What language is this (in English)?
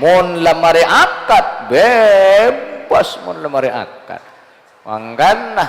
Madurese